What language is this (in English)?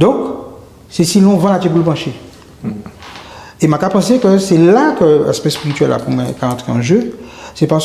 Guadeloupean Creole French